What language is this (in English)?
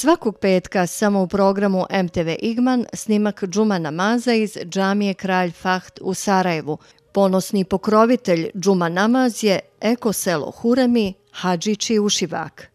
Bosnian